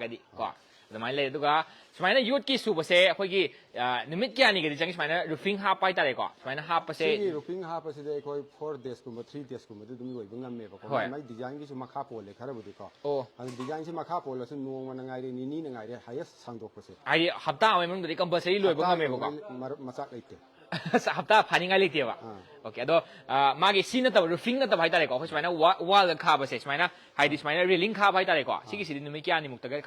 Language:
Manipuri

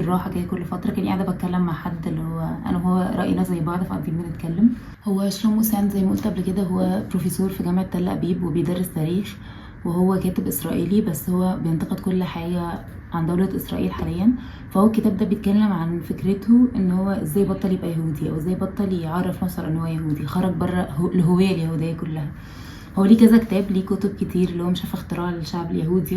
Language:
Egyptian Arabic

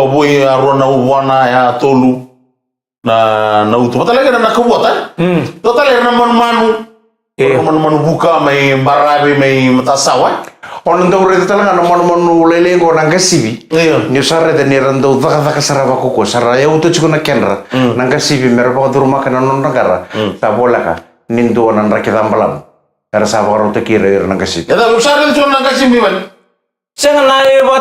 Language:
Fijian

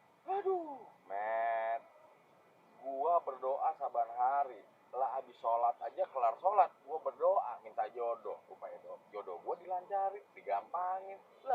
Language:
Betawi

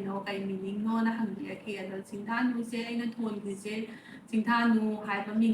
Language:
Manipuri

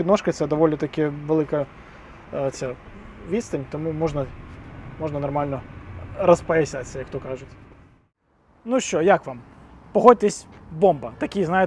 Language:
Ukrainian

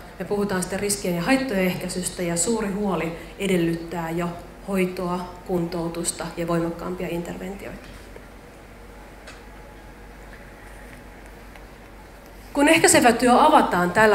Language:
Finnish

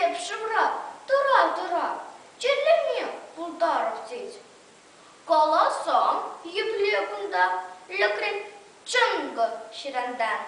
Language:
Chuvash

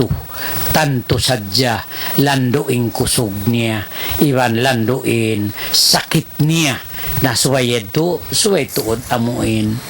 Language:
Tausug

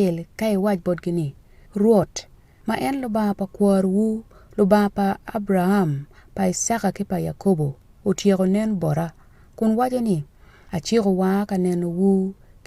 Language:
Acoli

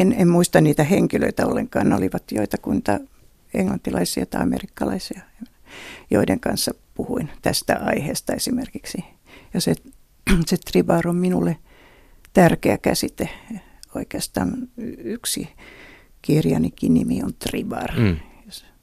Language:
Finnish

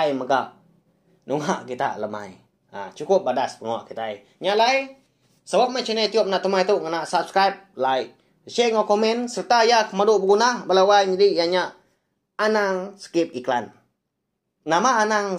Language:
Iban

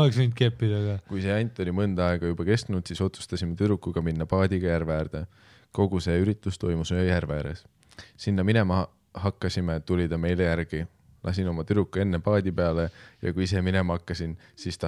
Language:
Estonian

